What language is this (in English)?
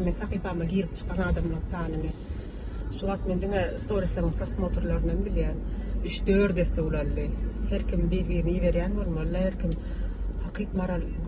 Turkmen